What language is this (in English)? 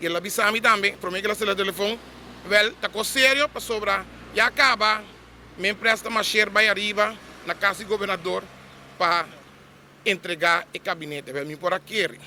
Papiamento